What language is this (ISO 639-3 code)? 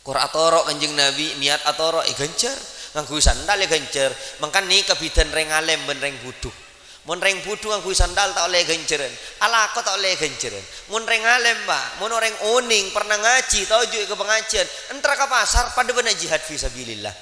mad